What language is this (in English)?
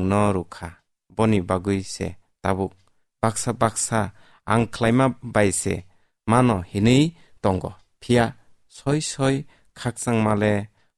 Kok Borok